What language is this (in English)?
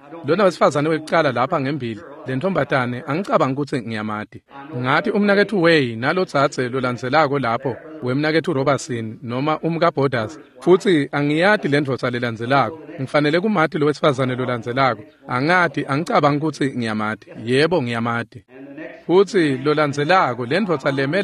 Swati